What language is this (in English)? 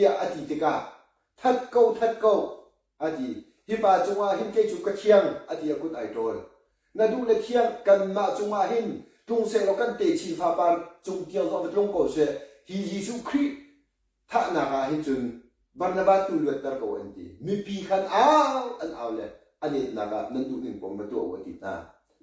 Hakha Chin